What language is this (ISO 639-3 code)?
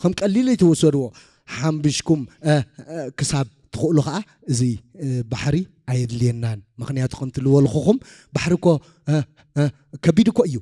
tir